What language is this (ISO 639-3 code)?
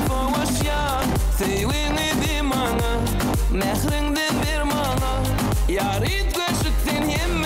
tuk